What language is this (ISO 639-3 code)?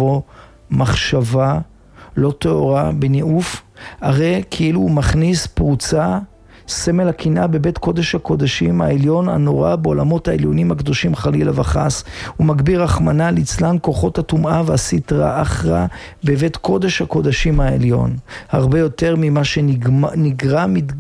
heb